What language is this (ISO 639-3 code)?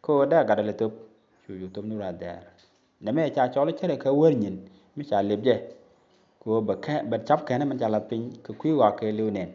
nus